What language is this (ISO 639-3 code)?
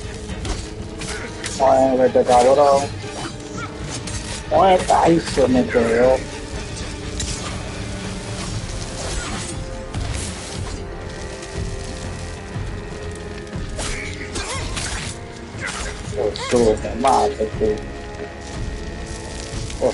spa